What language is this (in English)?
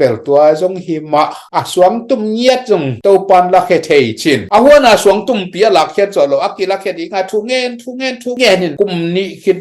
Tedim Chin